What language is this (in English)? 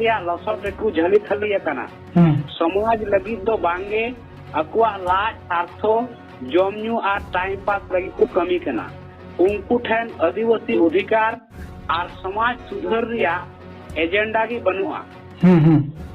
Santali